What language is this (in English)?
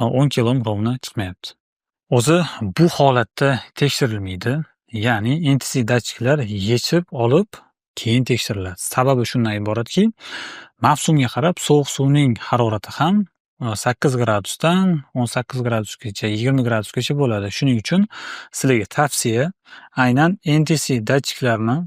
Uzbek